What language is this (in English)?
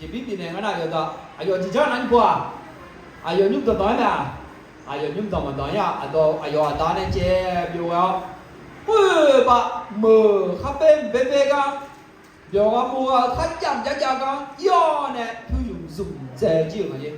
Akha